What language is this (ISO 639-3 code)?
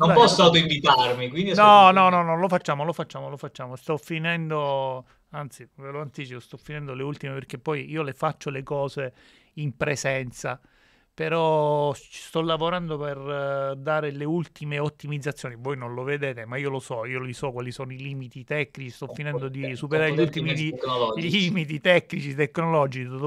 ita